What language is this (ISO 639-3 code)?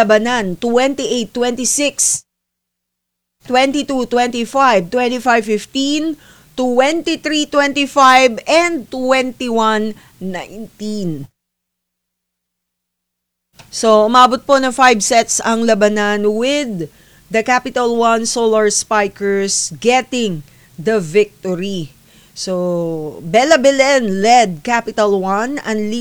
fil